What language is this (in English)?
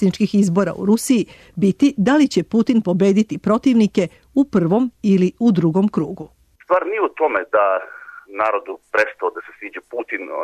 Serbian